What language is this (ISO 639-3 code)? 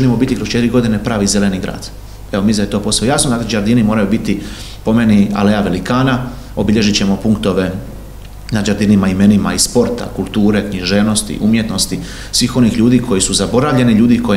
hrv